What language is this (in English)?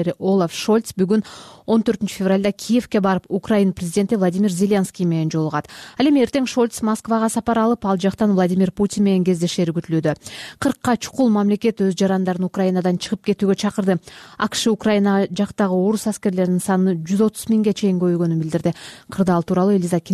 Kyrgyz